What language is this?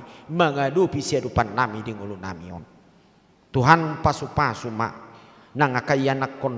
Batak Toba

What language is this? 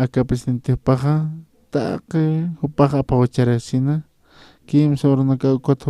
Aymara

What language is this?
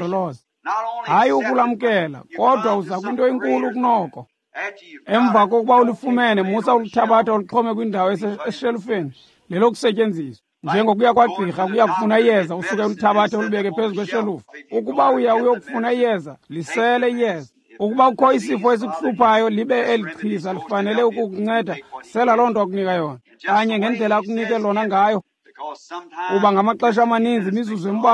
Xhosa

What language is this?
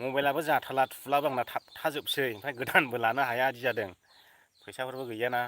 Bodo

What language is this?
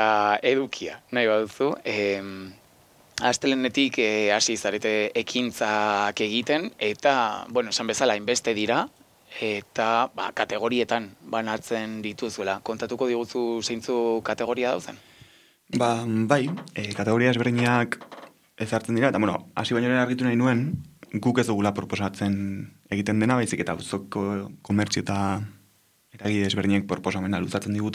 Basque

